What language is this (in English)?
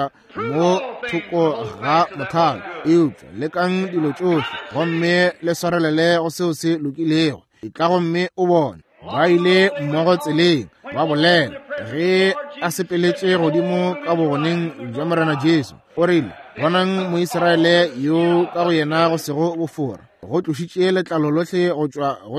Northern Sotho